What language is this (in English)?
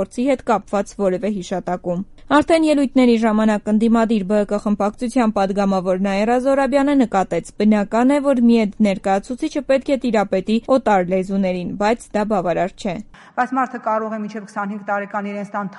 Armenian